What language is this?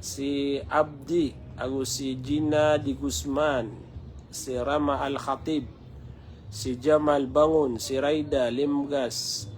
Maranao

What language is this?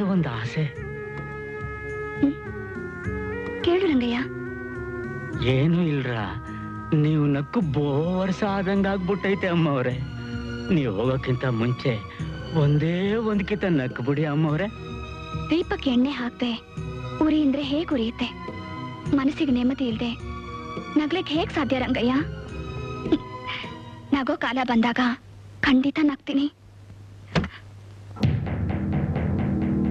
Kannada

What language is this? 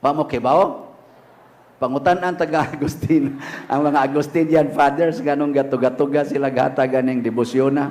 Cebuano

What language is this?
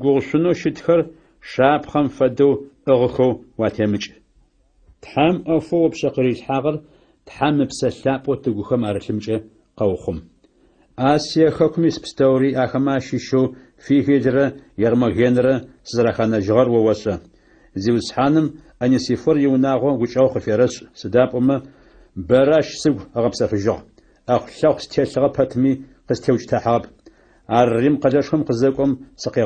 Adyghe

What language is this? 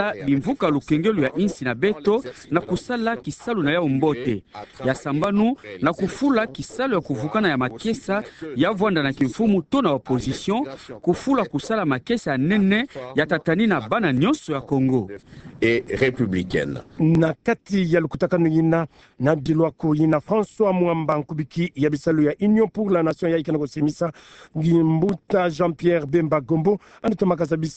Kituba (Democratic Republic of Congo)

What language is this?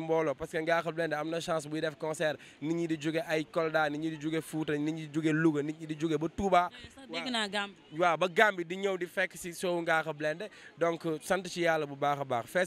Wolof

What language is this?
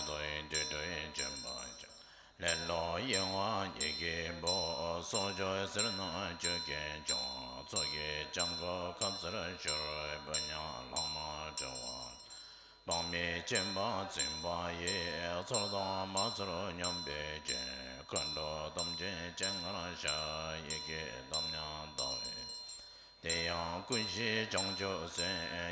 Tibetan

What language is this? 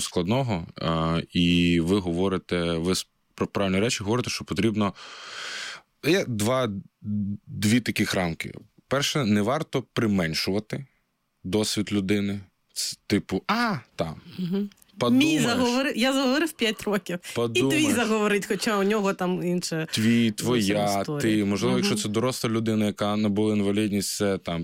Ukrainian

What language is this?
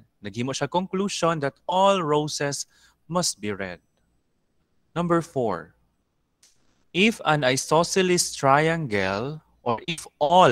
Cebuano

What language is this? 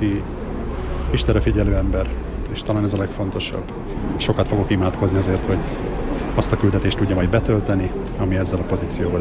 Hungarian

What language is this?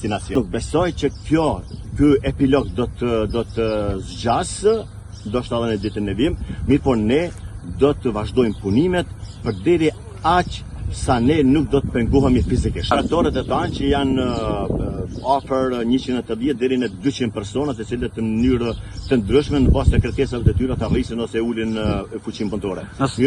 Albanian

